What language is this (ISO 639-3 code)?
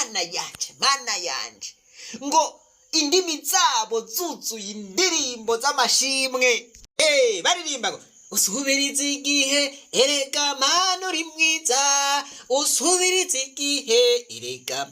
run